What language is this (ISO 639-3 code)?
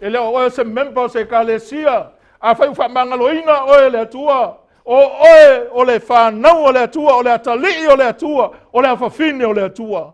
smo